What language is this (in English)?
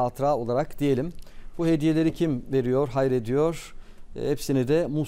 Turkish